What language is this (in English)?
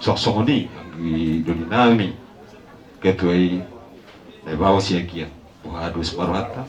Batak Toba